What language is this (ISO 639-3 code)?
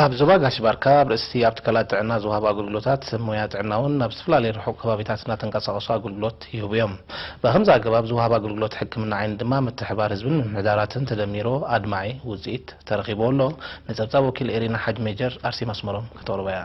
tir